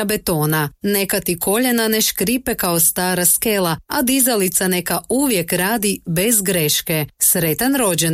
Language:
Croatian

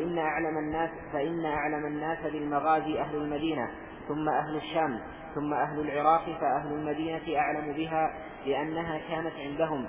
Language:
Arabic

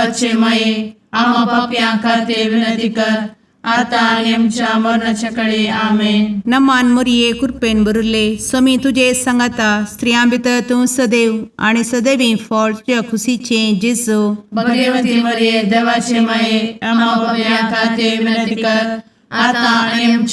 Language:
Konkani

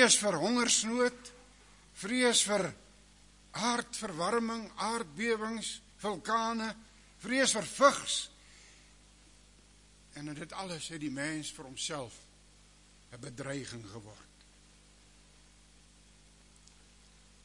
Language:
Afrikaans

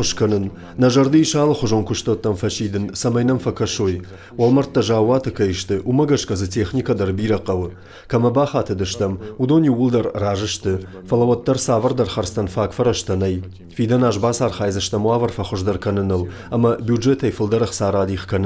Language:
Ossetic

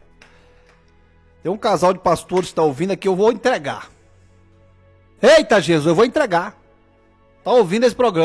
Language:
Portuguese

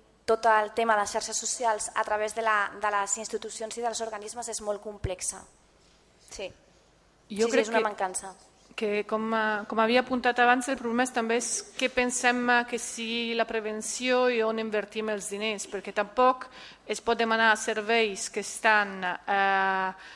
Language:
Catalan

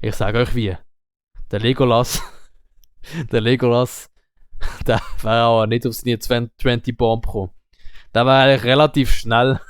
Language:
Swiss German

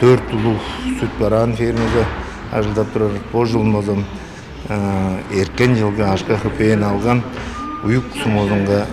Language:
Tuvinian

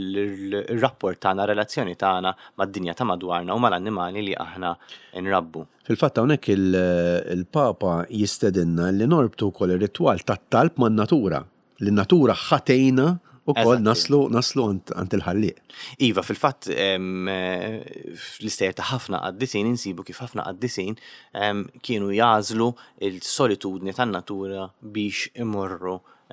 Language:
Maltese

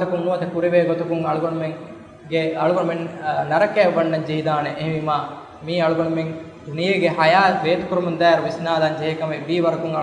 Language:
Divehi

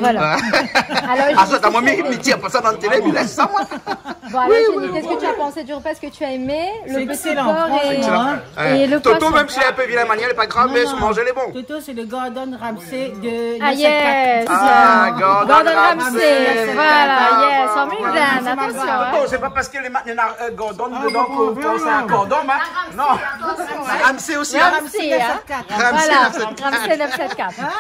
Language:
Réunion Creole French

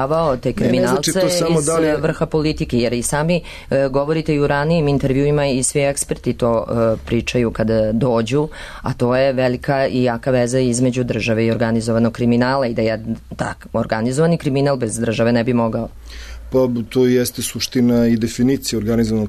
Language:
Serbian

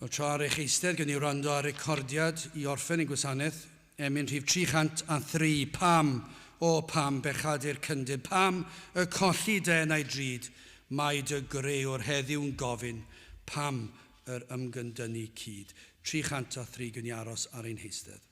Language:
Welsh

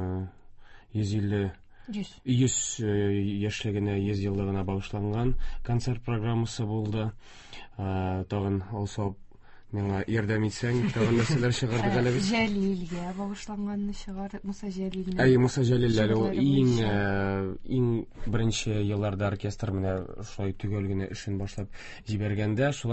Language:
Tatar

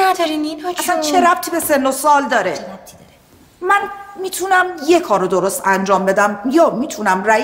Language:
Persian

